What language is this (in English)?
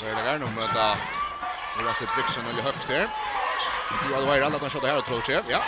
Faroese